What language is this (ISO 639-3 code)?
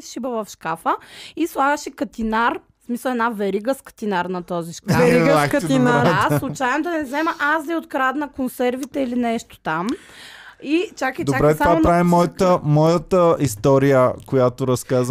bul